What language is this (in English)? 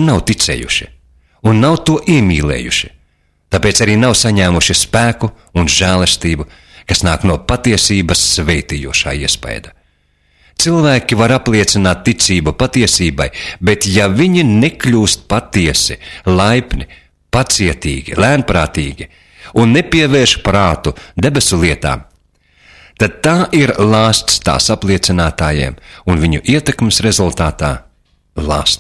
Latvian